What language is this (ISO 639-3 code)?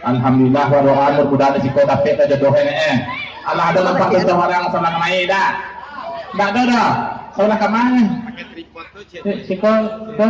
min